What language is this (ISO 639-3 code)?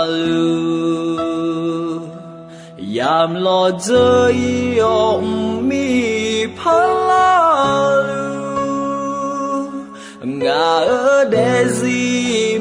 ahk